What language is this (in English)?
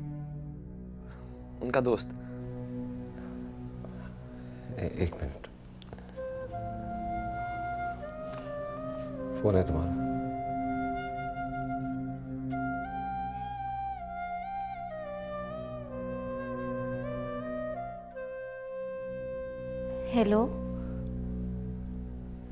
Hindi